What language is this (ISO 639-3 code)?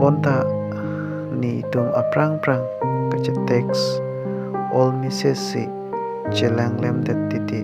mjw